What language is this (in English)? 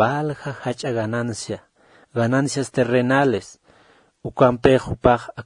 Aymara